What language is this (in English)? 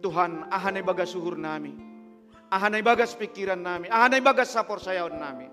Batak Simalungun